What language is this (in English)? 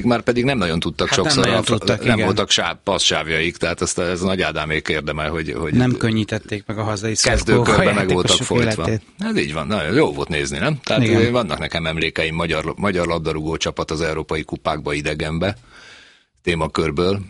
Hungarian